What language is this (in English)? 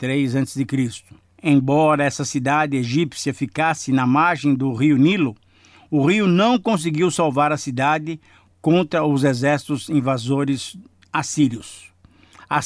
Portuguese